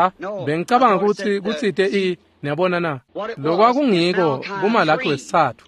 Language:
Swati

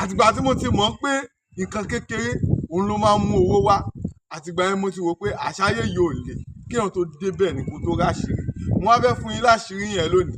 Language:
Yoruba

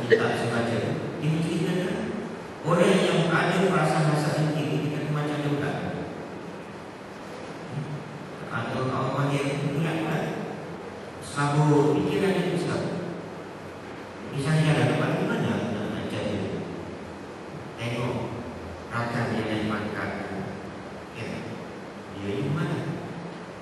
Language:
Malay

